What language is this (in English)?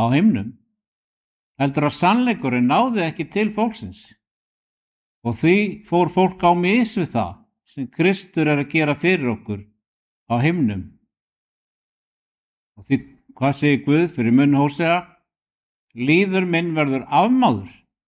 Icelandic